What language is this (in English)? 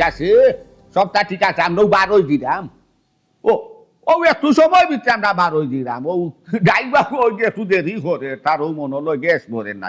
Sylheti